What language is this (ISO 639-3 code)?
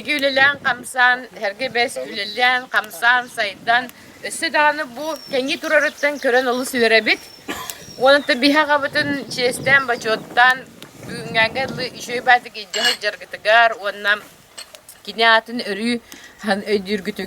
sah